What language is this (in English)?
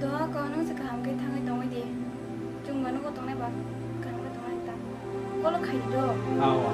Kok Borok